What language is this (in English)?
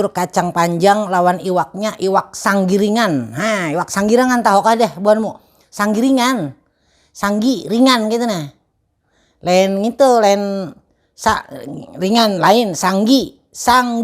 Banjar